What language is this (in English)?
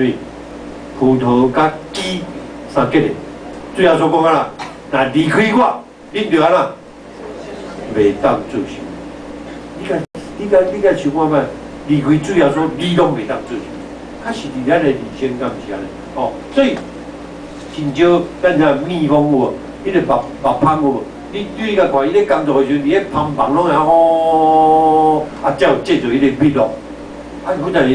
Min Nan Chinese